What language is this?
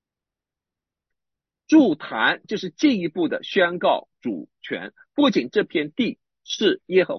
Chinese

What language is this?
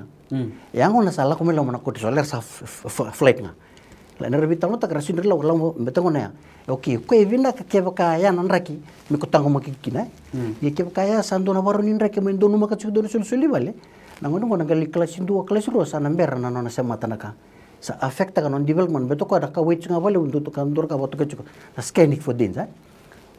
Fijian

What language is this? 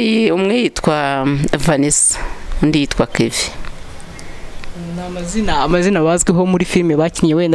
Kinyarwanda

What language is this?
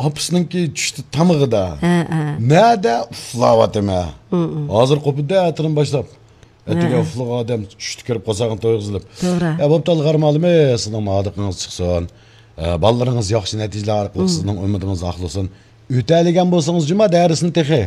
Uyghur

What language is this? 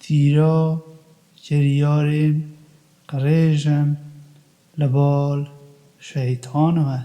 Kurdish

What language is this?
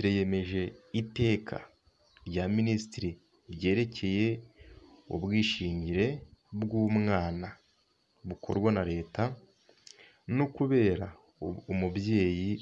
Kinyarwanda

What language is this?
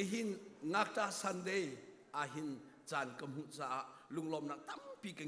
Hakha Chin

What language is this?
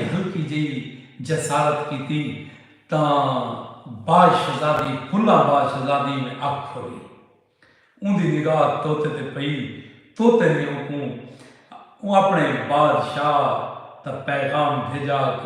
Saraiki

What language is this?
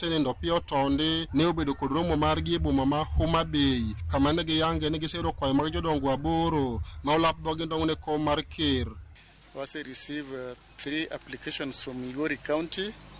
Luo (Kenya and Tanzania)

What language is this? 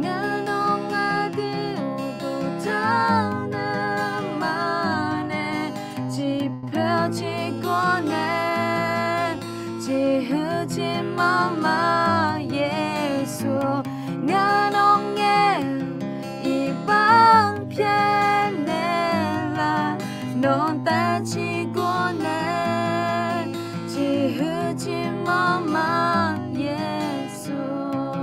Akha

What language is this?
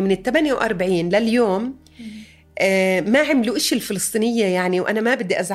North Levantine Arabic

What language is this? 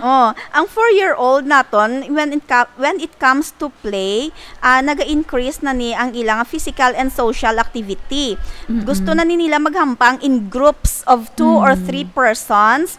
Hiligaynon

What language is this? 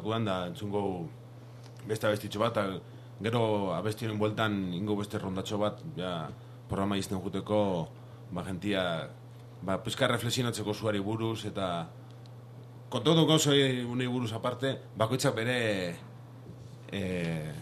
Basque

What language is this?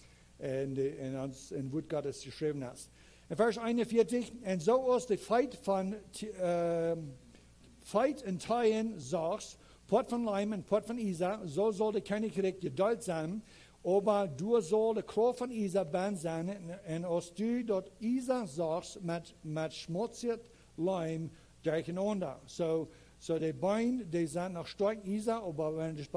Plautdietsch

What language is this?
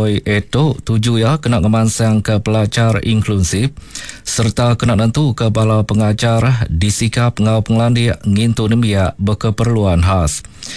Iban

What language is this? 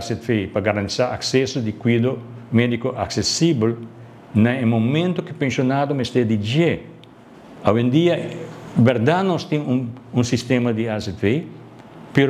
Papiamento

